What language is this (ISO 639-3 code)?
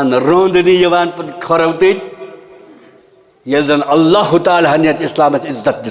kas